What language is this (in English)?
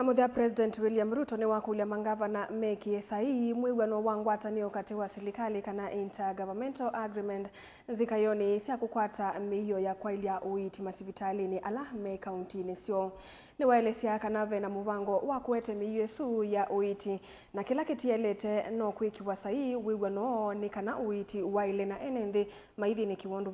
Kamba